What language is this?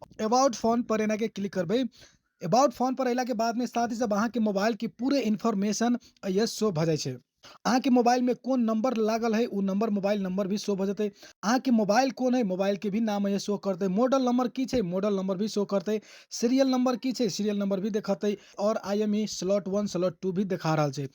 Maithili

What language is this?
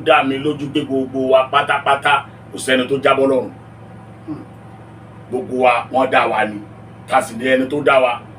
Yoruba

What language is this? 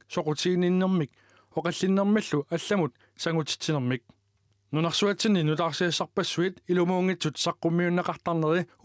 Kalaallisut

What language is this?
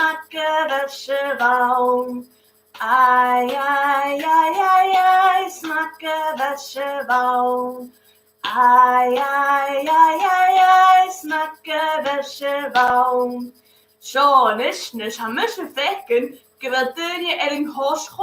Scottish Gaelic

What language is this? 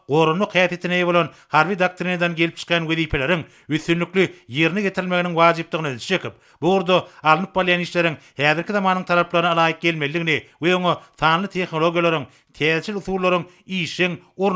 Turkmen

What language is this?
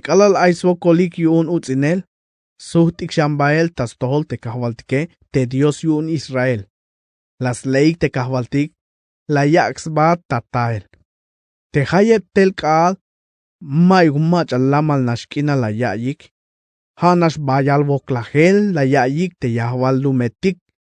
Tzeltal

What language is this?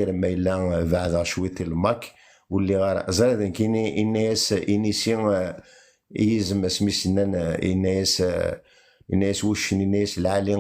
Kabyle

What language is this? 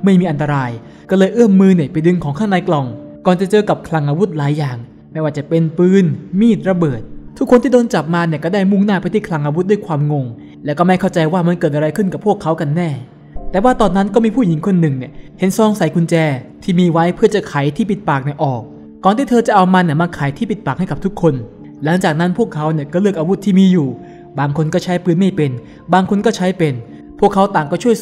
Thai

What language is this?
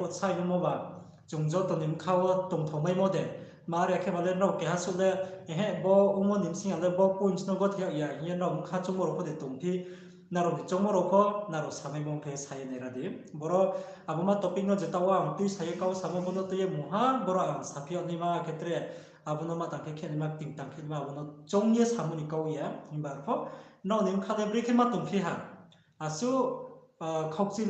Riang (India)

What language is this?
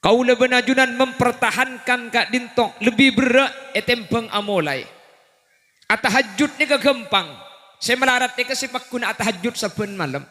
Madurese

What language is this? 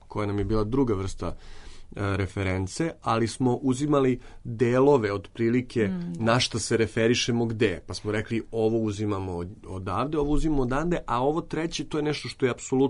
Serbian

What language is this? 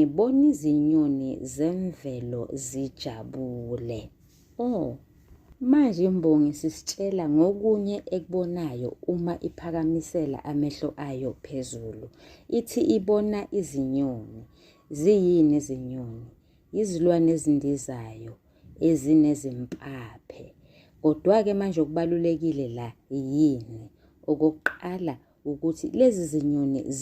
Zulu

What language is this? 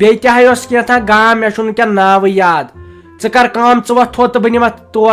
Kashmiri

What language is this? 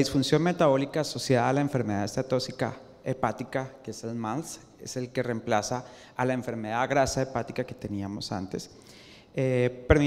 Spanish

